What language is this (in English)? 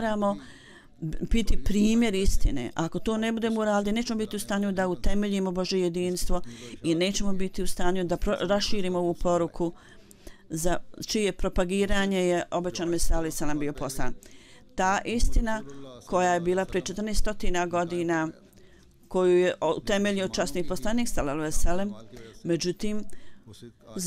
Bosnian